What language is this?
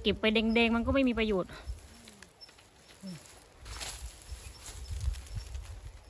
Thai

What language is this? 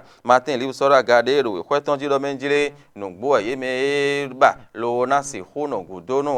Fon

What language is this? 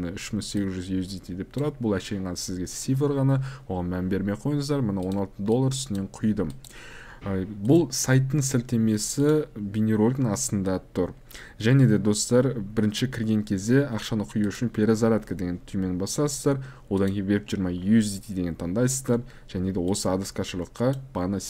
Kazakh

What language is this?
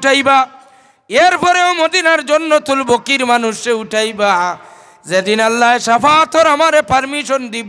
Sylheti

